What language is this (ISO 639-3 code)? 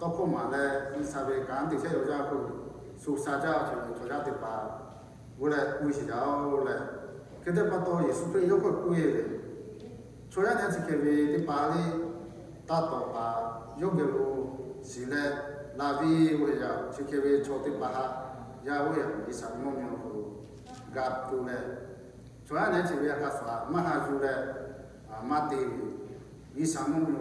lhu